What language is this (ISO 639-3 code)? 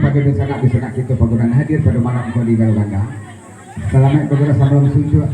min